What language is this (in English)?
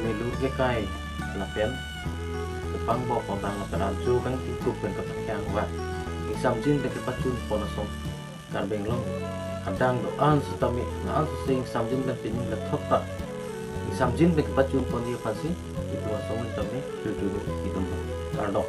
Karbi